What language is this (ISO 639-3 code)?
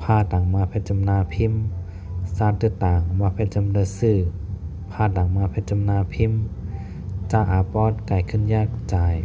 shn